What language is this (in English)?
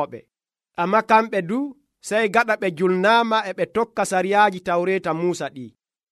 Nigerian Fulfulde